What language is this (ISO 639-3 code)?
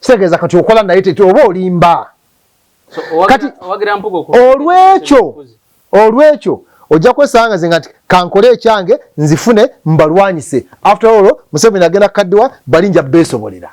lug